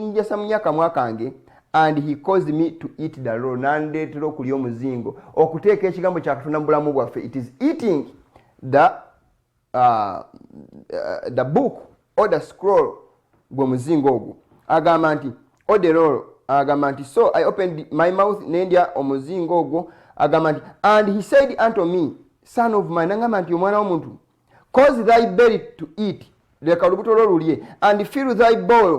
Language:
Ganda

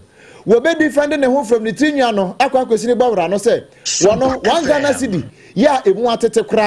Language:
Akan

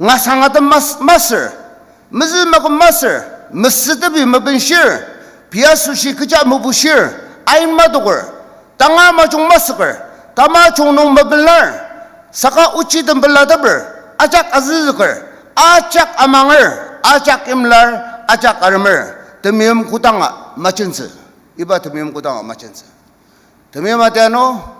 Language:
Ao Naga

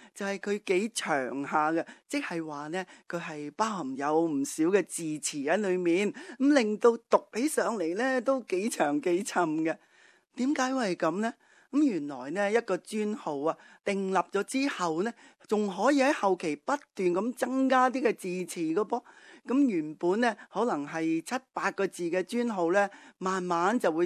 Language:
Cantonese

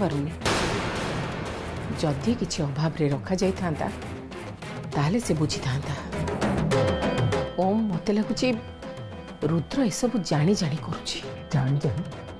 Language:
Odia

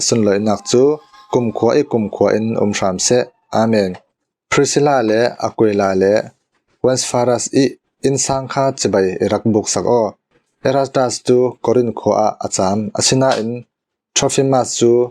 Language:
Falam Chin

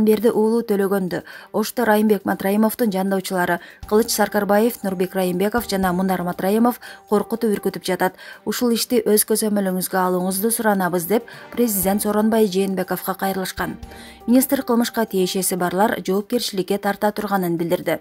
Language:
Kyrgyz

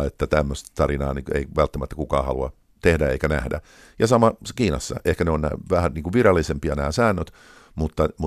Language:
Finnish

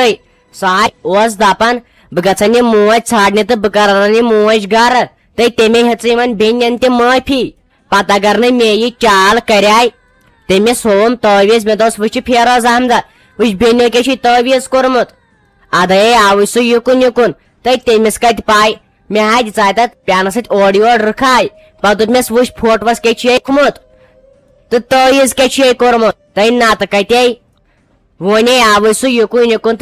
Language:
Kashmiri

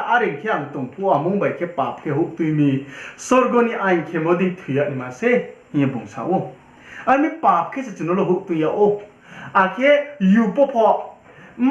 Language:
Riang (India)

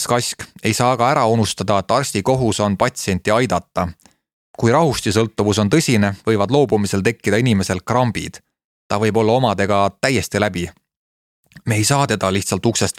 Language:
Estonian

